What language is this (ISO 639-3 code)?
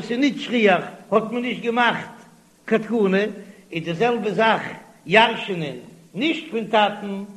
yid